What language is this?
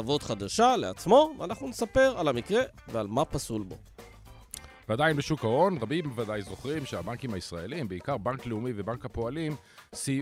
Hebrew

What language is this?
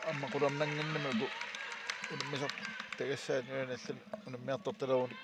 Kalaallisut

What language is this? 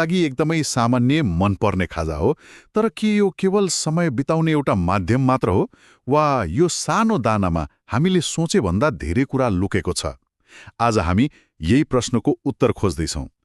Nepali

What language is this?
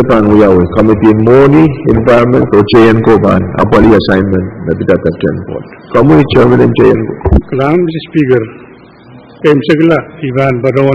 Pohnpeian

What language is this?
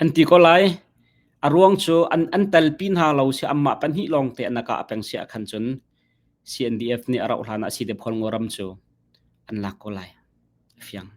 Hakha Chin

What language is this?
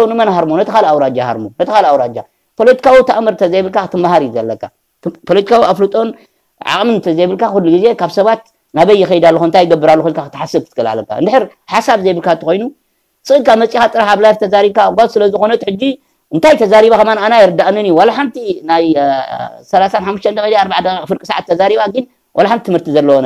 Tigrinya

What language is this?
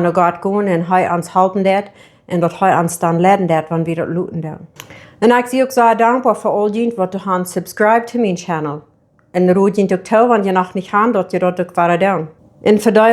Plautdietsch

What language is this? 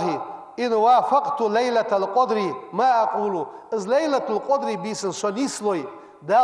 Ingush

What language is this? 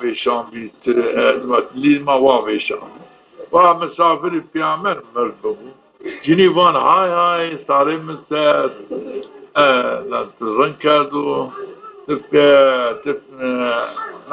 Zaza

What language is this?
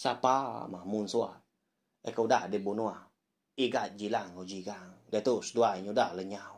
Iban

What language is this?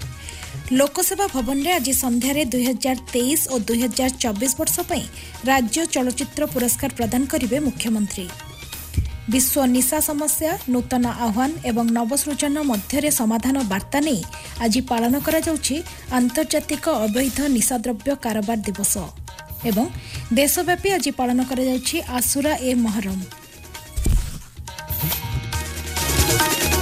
Odia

